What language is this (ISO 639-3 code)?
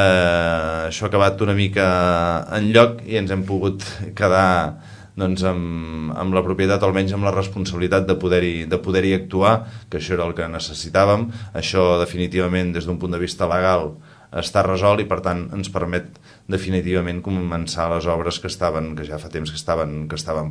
cat